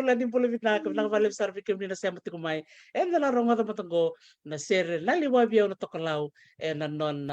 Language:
Fijian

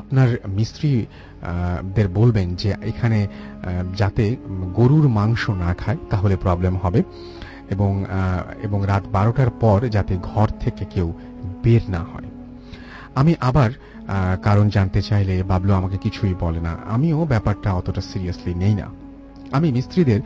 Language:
Bangla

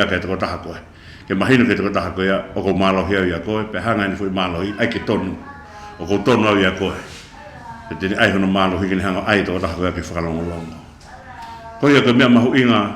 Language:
Tongan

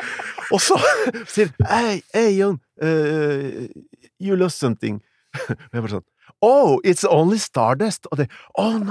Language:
Norwegian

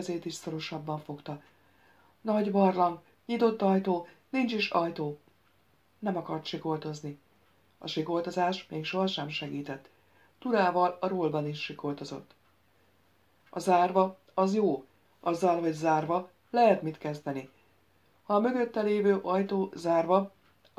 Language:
Hungarian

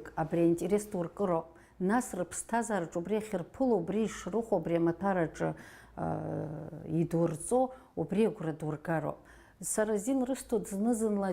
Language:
Abkhazian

